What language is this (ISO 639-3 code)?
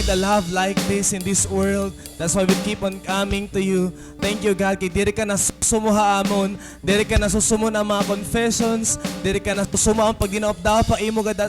war